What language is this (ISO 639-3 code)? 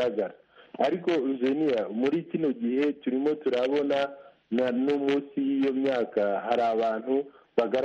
kin